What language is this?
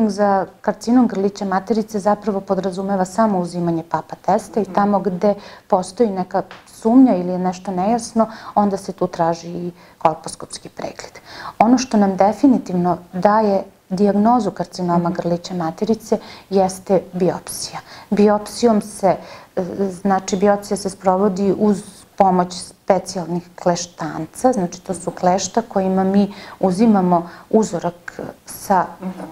Serbian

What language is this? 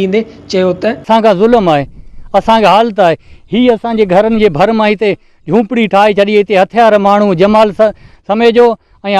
Sindhi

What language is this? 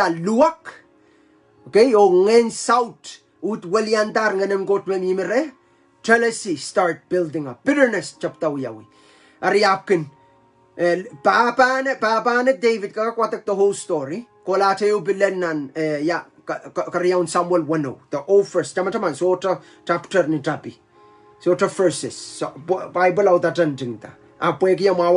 Pohnpeian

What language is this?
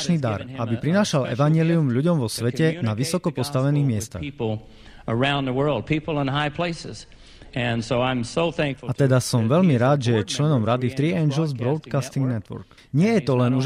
Slovak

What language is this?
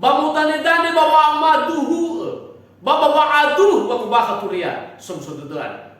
Nias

